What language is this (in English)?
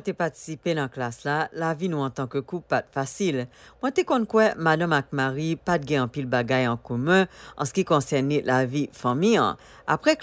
Haitian Creole